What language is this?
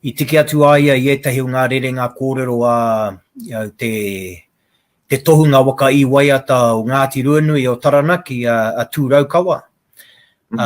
Māori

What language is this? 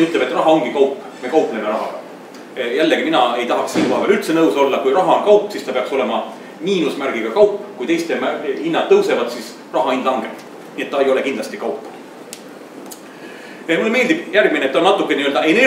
Estonian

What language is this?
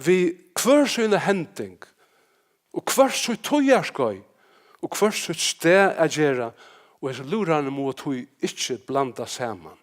Faroese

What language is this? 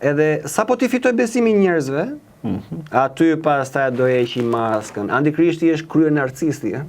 Albanian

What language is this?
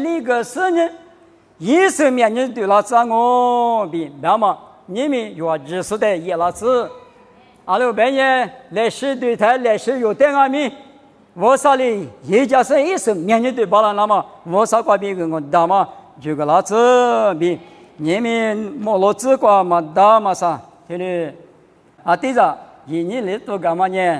Lisu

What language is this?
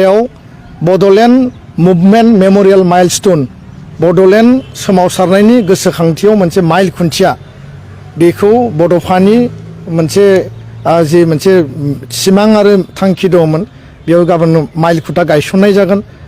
Bodo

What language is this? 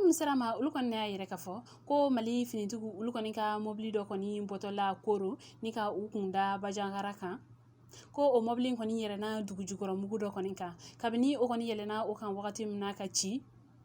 Bambara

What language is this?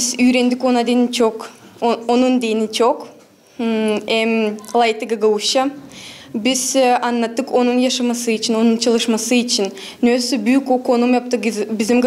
Gagauz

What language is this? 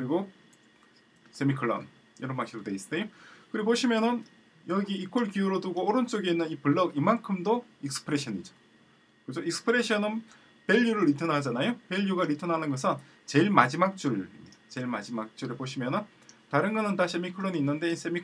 Korean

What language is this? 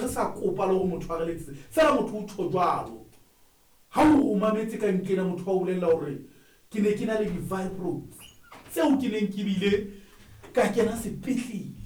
Southern Sotho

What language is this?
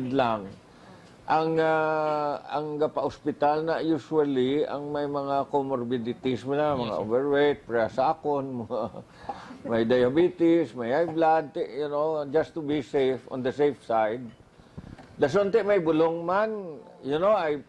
Hiligaynon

